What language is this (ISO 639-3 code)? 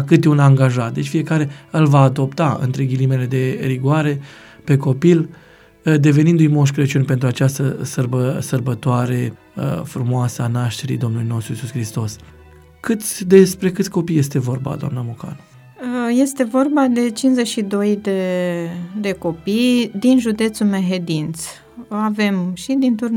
ron